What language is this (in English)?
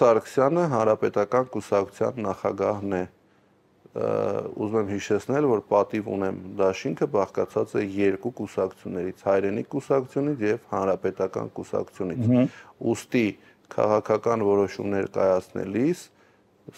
Armenian